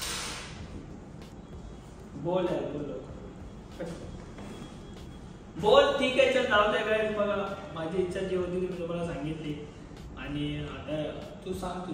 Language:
Marathi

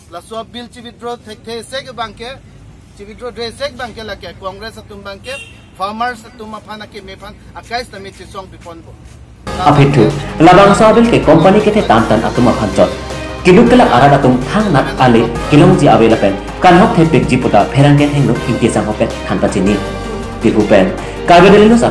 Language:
Karbi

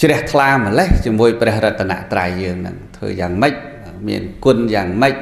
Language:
Khmer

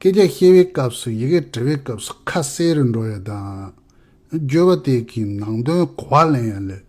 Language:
Tibetan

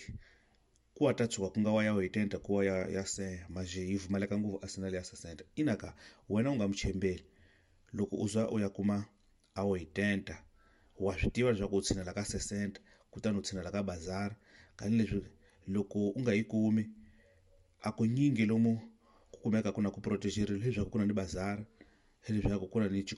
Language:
Tsonga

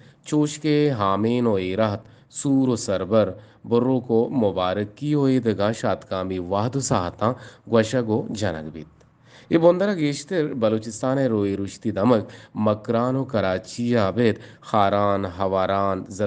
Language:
Eastern Balochi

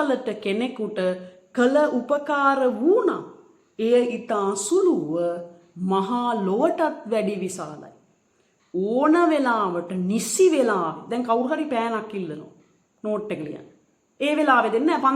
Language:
Sinhala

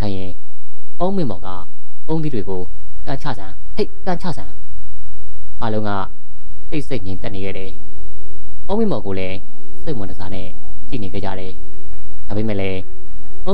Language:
Burmese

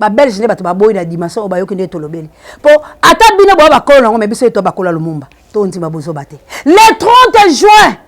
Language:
Lingala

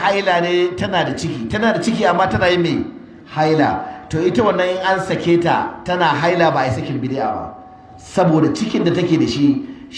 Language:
Hausa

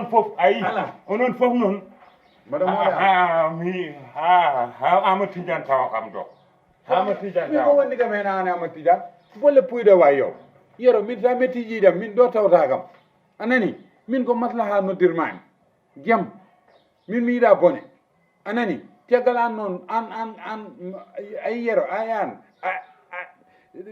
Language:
Fula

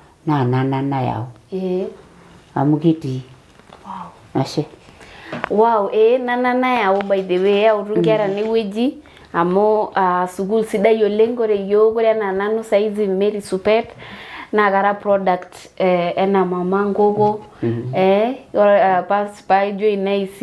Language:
Masai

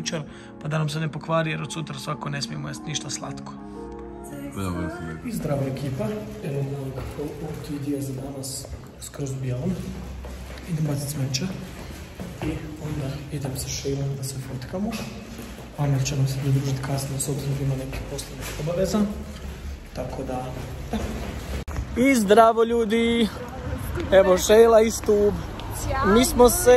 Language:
Croatian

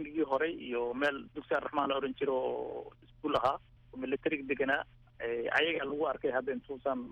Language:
Somali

